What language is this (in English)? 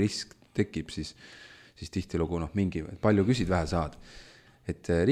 Estonian